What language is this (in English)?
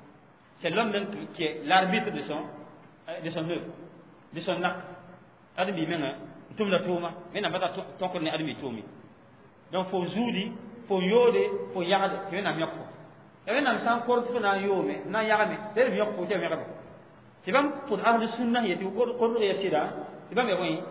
Mossi